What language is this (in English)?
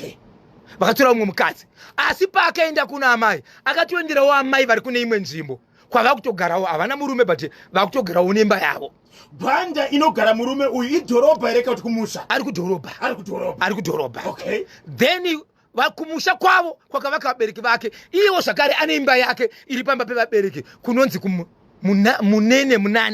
Shona